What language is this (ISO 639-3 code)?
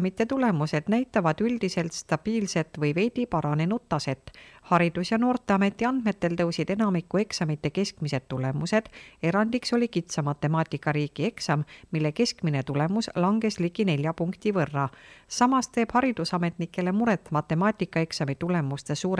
est